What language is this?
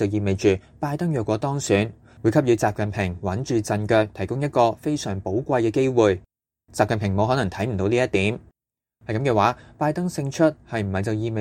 Cantonese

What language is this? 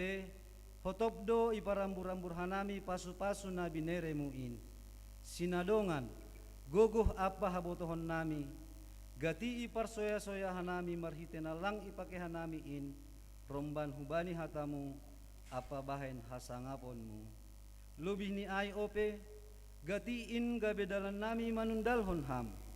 Batak Simalungun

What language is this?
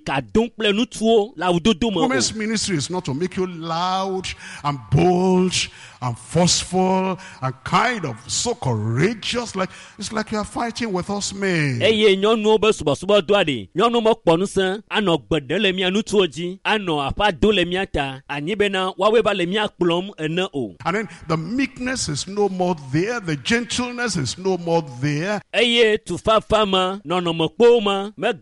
Ewe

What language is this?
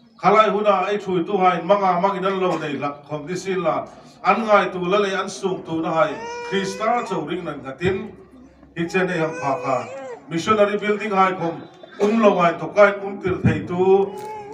Hmar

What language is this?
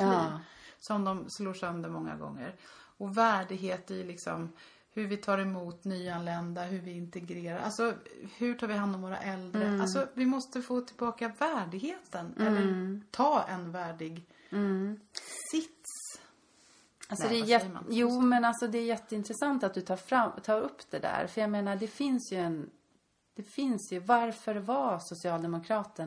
Swedish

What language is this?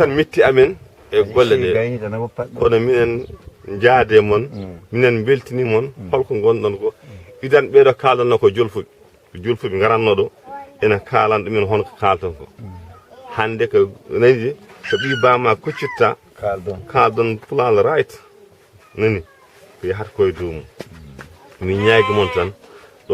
Fula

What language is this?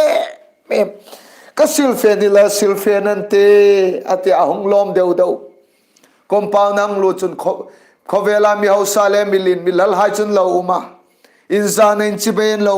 Hmar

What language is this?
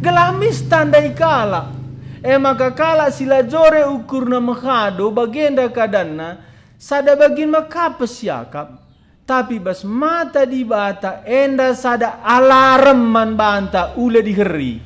Batak Karo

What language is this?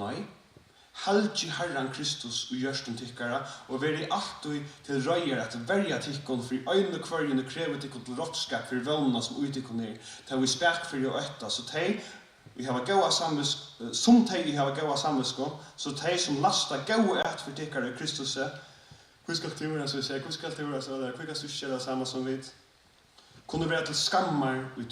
Faroese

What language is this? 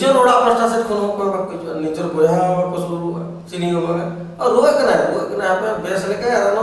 Santali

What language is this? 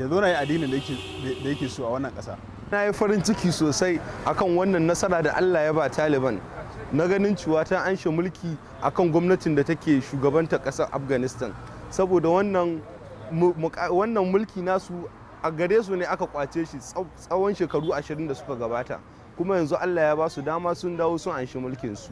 Hausa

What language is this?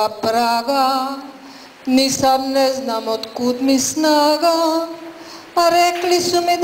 Croatian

